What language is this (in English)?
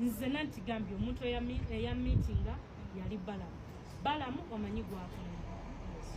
Ganda